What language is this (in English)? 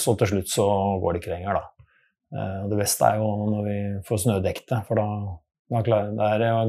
Norwegian